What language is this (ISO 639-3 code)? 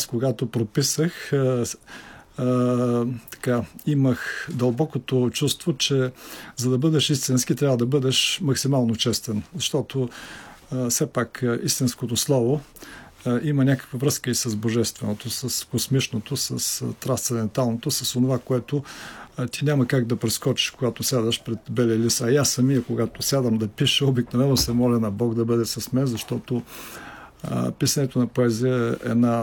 bul